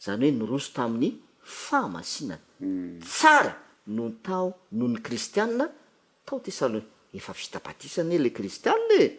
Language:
Malagasy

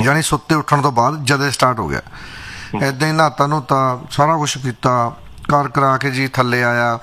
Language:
Punjabi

